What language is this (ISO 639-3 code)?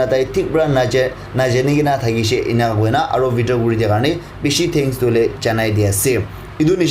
nag